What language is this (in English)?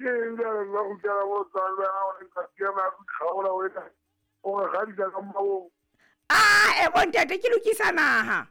Southern Sotho